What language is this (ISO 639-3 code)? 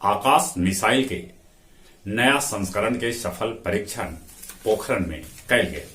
mag